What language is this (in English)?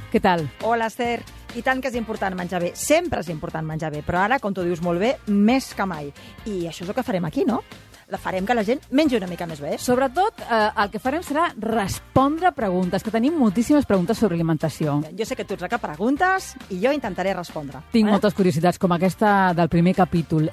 Catalan